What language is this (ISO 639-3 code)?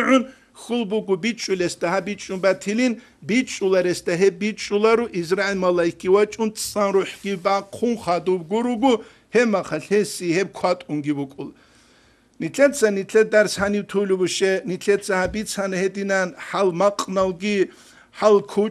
ava